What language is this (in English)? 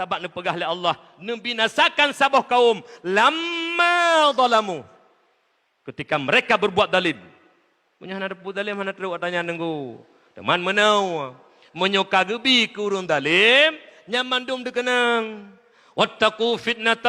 Achinese